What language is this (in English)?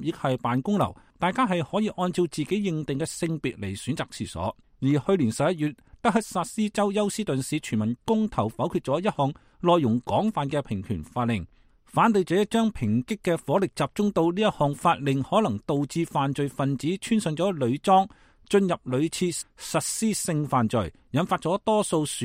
Cantonese